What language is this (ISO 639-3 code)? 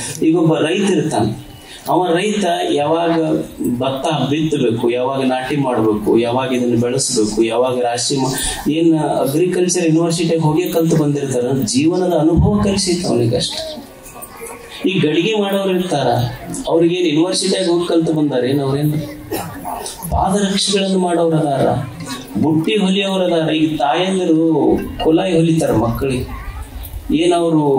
kan